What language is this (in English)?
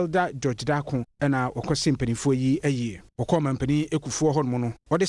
Akan